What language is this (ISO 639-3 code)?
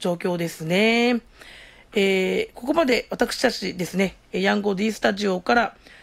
jpn